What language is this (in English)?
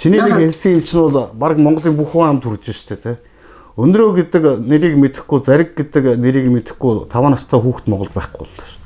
Mongolian